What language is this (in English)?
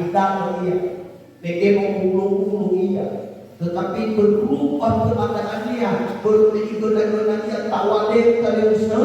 Nias